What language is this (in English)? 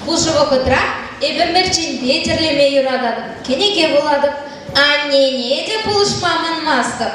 Chuvash